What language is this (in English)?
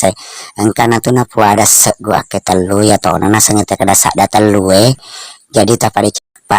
Buginese